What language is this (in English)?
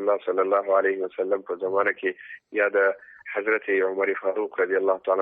Pashto